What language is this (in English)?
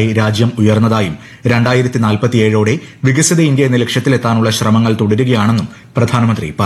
Malayalam